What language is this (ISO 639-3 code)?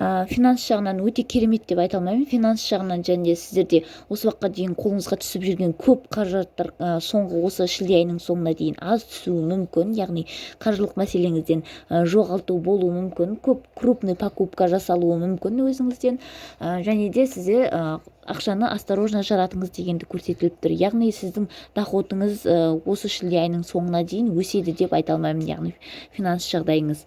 kaz